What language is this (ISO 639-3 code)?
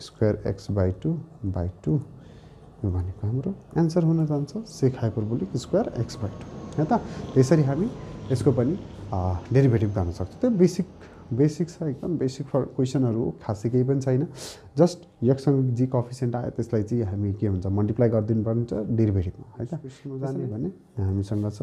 nep